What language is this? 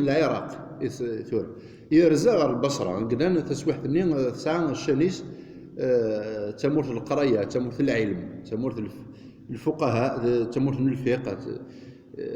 Kabyle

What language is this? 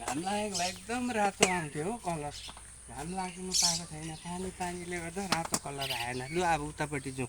Nepali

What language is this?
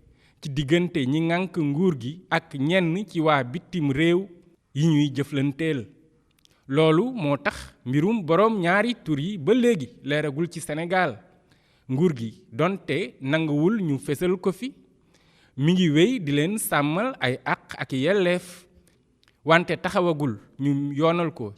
Wolof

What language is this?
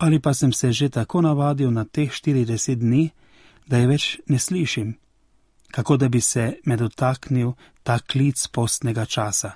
Slovenian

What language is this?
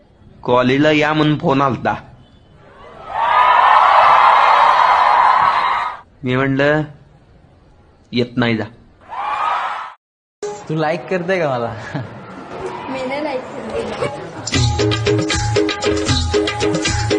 Marathi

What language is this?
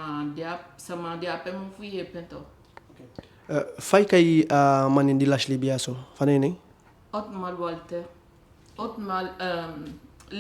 Eastern Maroon Creole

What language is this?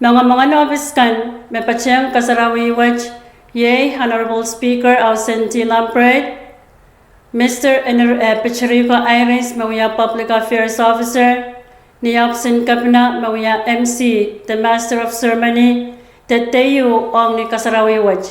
Pohnpeian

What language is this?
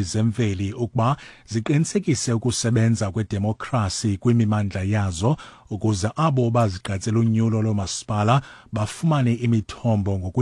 Xhosa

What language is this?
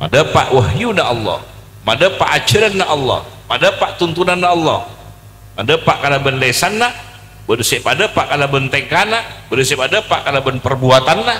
Madurese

